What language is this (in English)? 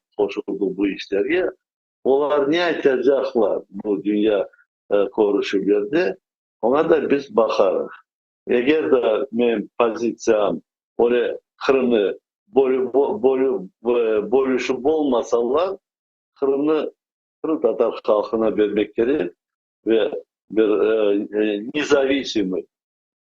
Crimean Tatar